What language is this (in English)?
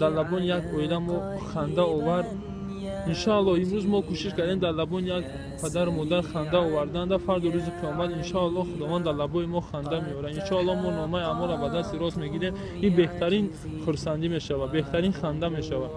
Tajik